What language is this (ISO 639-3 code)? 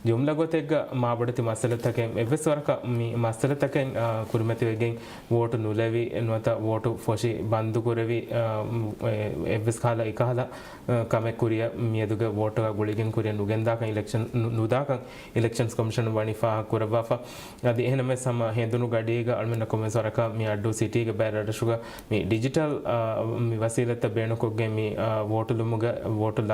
div